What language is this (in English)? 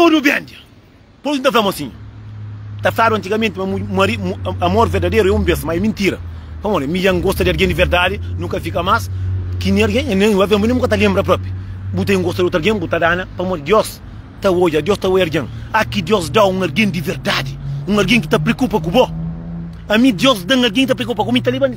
Kabuverdianu